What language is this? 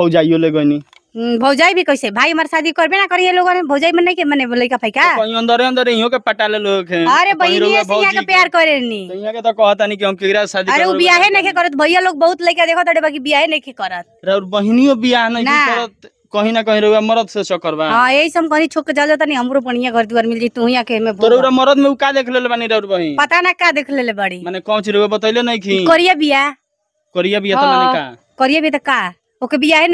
Bhojpuri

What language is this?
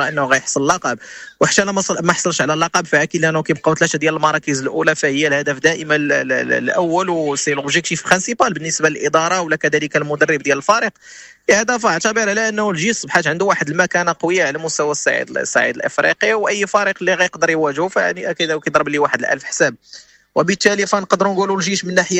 Moroccan Arabic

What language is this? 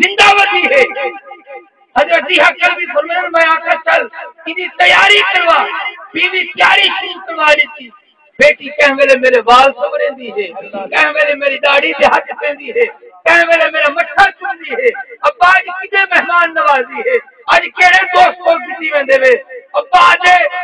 Saraiki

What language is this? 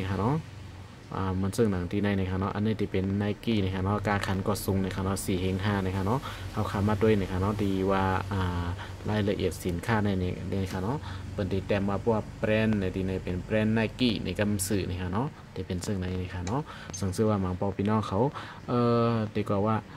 Shan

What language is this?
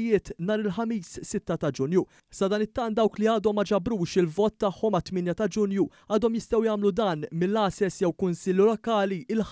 Maltese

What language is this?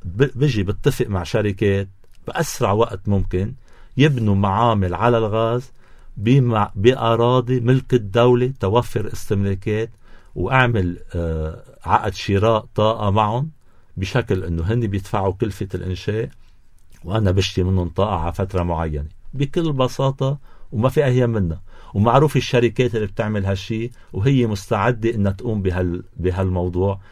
North Levantine Arabic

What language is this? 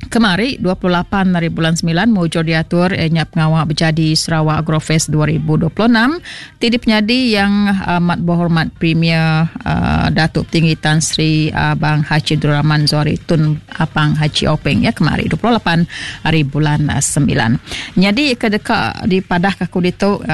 Iban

